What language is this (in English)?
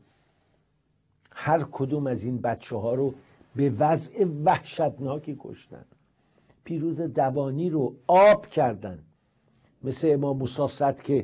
Persian